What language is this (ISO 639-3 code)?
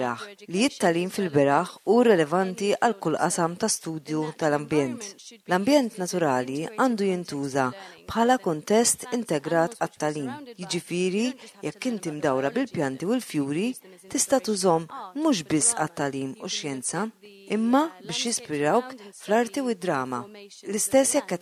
mlt